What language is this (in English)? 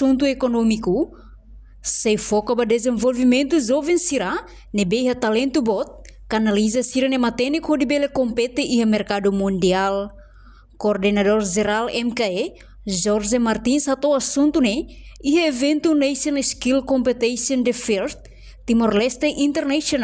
Tetum